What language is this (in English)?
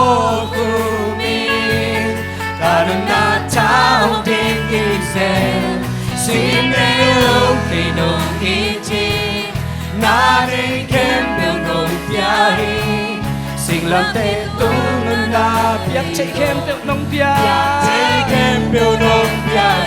Tedim Chin